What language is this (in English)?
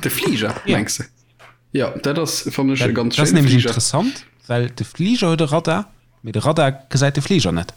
Luxembourgish